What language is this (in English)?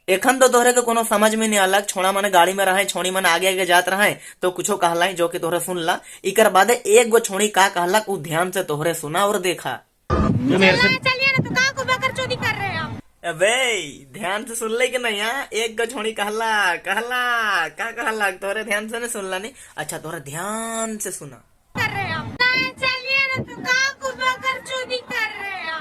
Sadri